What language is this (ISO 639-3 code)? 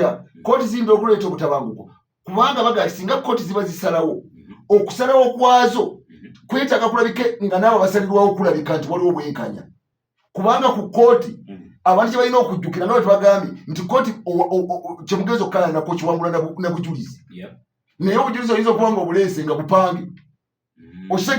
lug